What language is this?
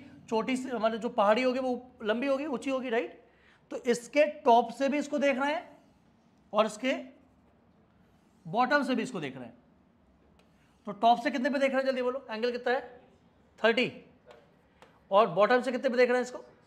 Hindi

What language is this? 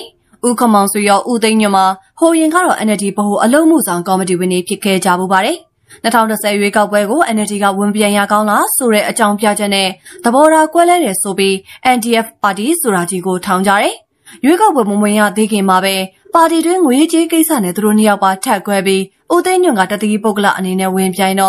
Burmese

